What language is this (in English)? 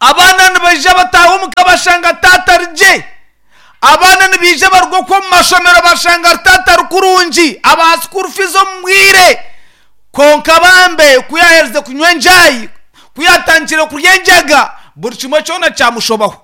Nyankole